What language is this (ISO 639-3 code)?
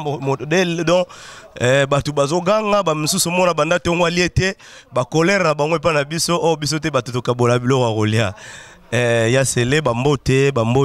lin